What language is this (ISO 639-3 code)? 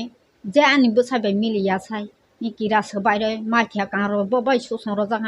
trp